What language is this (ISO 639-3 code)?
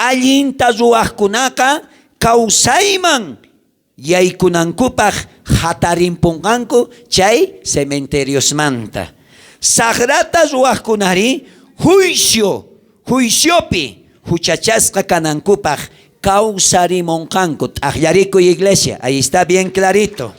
quh